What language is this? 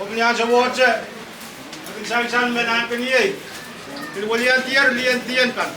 Pohnpeian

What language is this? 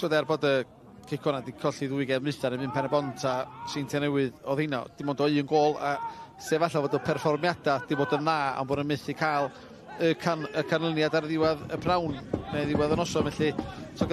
Welsh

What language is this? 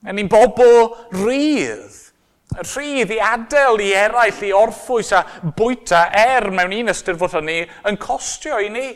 Welsh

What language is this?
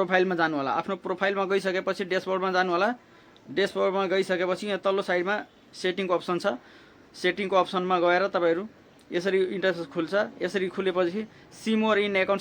Nepali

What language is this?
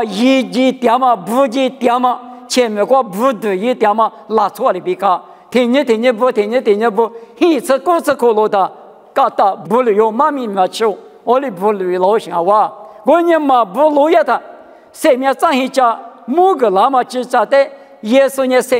Lisu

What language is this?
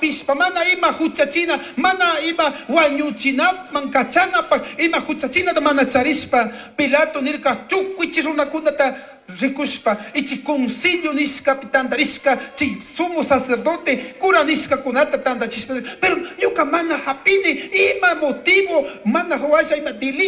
Chimborazo Highland Quichua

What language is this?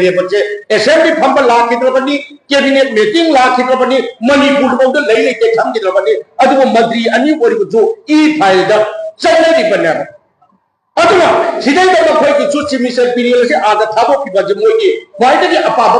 Manipuri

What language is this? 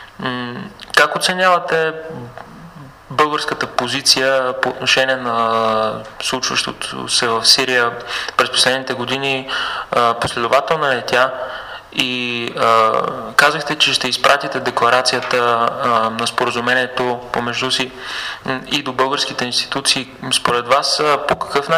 Bulgarian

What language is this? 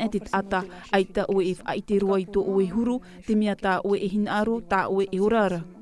Tahitian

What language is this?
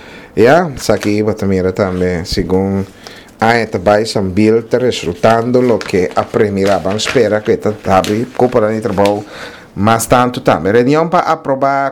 Papiamento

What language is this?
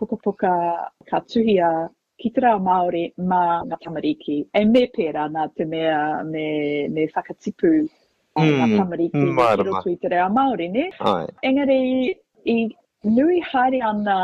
Māori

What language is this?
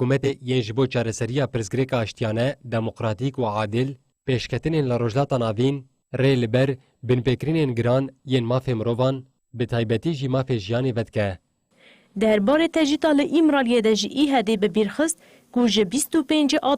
Kurdish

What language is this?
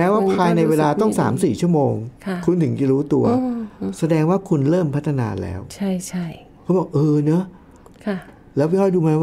Thai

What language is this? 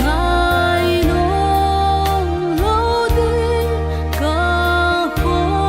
Tedim Chin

